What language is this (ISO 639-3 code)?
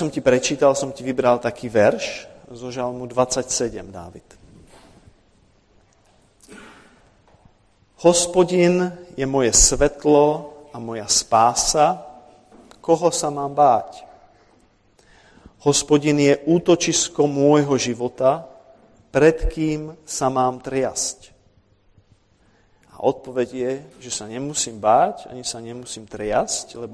slk